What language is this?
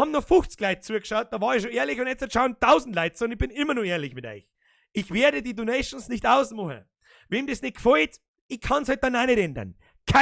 Bavarian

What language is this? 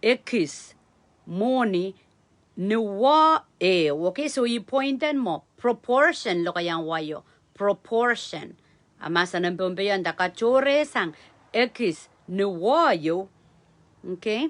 Pohnpeian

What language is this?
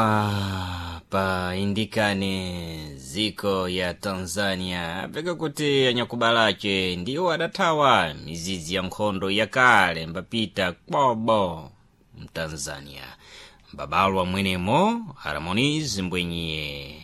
Sena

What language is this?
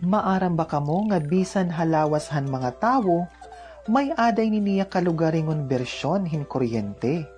Waray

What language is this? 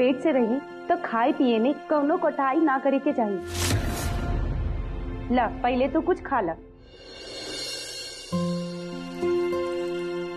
Bhojpuri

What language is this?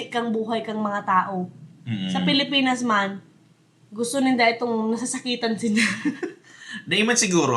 Bikol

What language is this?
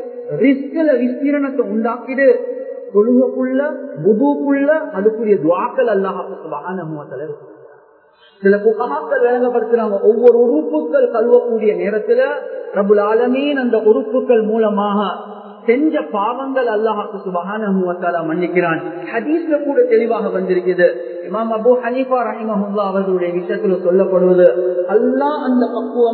Tamil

